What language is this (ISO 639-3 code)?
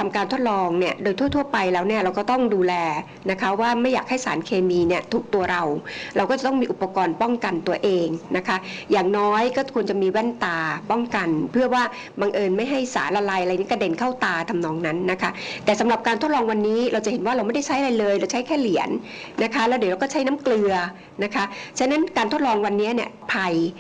tha